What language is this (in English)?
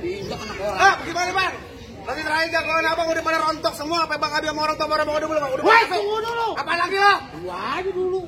Betawi